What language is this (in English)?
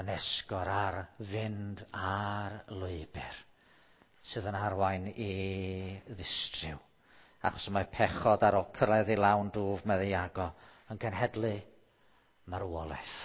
Welsh